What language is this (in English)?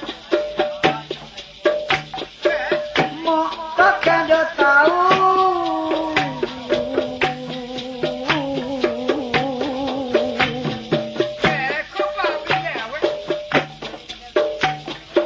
Malay